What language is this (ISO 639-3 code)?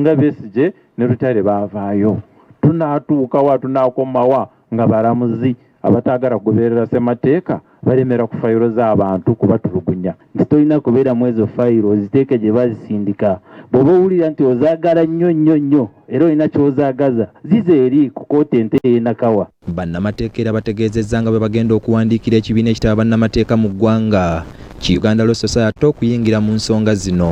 lug